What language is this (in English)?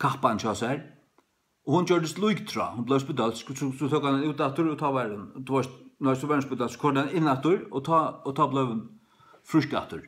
Faroese